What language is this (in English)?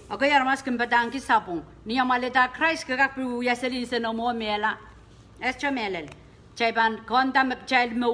Pohnpeian